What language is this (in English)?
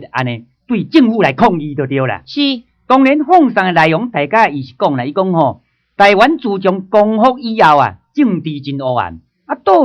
Min Nan Chinese